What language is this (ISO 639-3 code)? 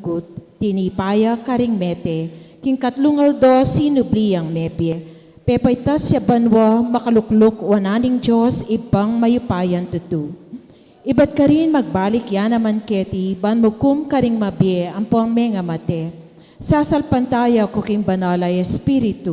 pam